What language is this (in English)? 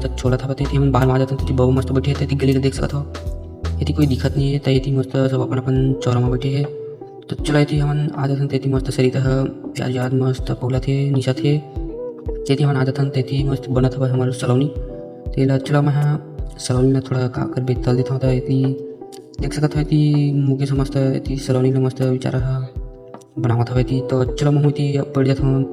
Chhattisgarhi